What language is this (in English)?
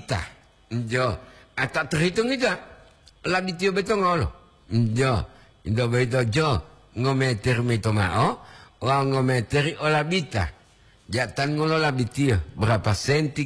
Gorontalo